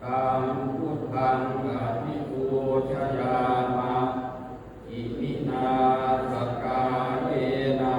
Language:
Pali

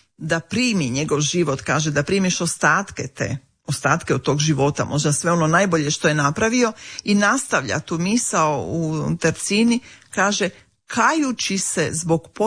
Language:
Croatian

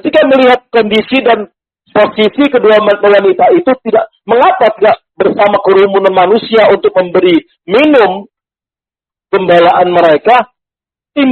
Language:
Indonesian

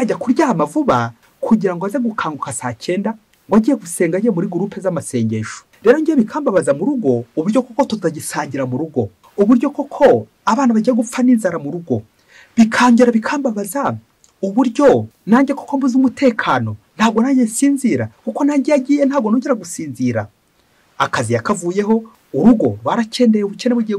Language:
Kinyarwanda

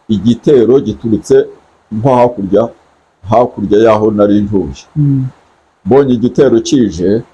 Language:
Kinyarwanda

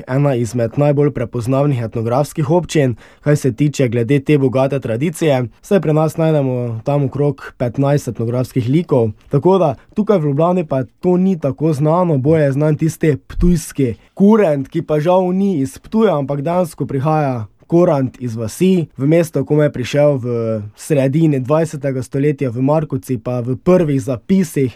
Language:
Slovenian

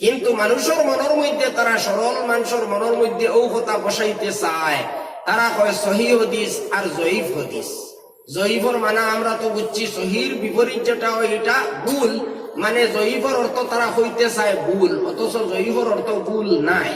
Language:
Sylheti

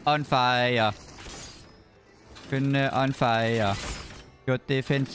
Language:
Danish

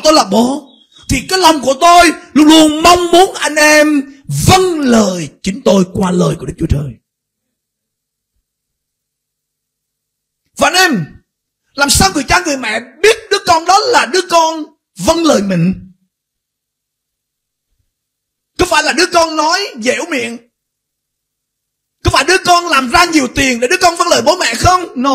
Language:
Vietnamese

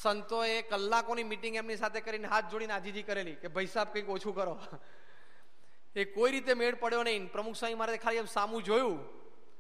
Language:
Gujarati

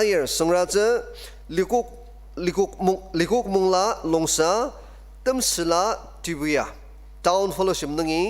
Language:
Ao Naga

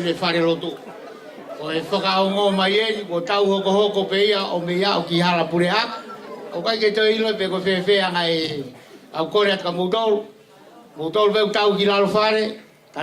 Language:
Tongan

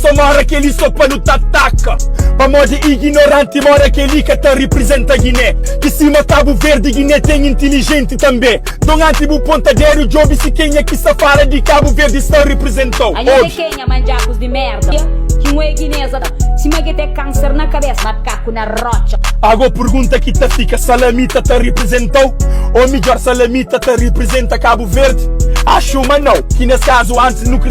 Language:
Kabuverdianu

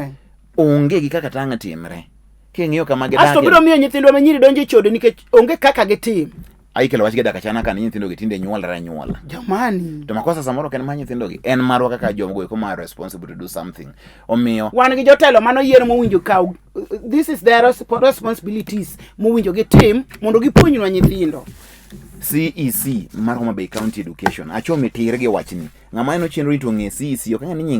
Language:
Luo (Kenya and Tanzania)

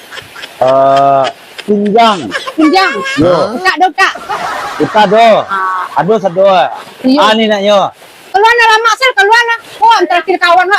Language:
Minangkabau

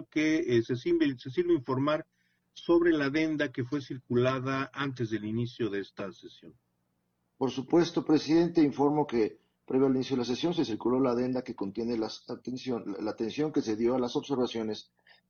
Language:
Spanish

